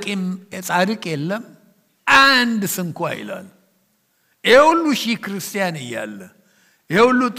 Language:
Amharic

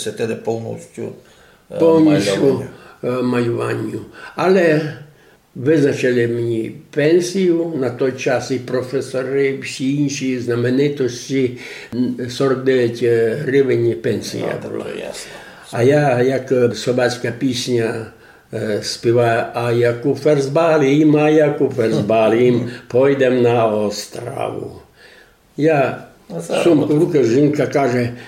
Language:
Rusyn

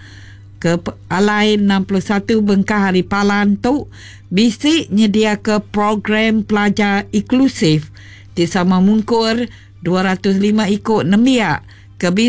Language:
Iban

